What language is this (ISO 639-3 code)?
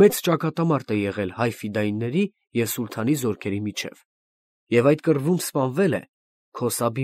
hye